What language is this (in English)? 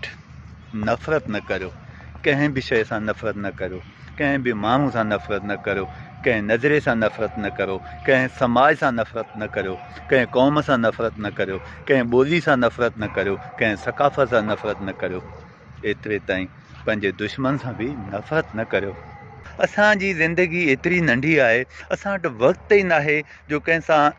Sindhi